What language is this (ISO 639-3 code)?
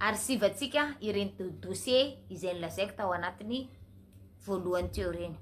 mlg